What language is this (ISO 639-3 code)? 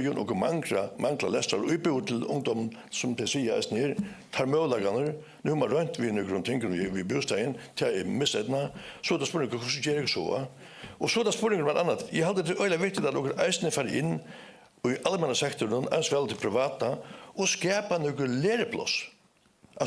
fao